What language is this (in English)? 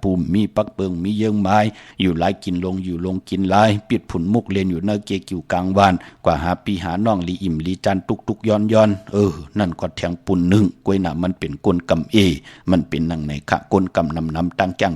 Shan